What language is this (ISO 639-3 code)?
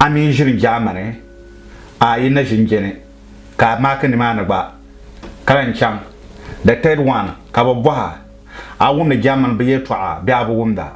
dag